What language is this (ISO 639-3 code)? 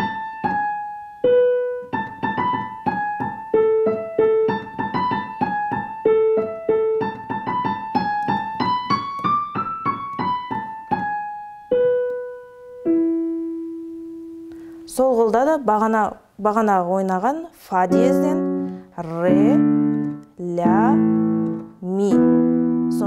kaz